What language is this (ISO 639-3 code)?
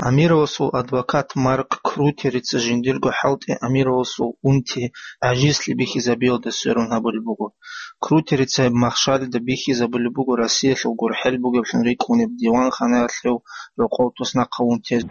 ava